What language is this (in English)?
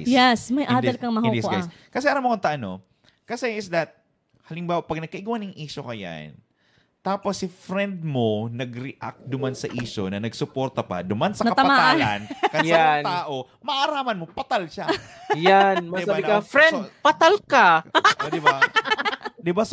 Bikol